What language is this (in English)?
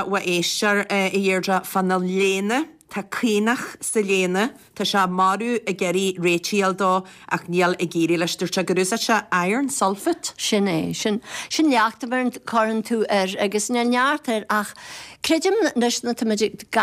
Irish